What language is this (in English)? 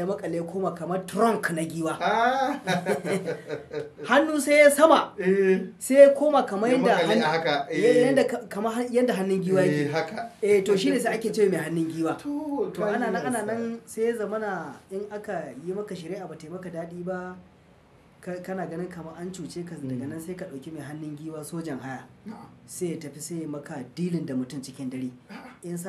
Hausa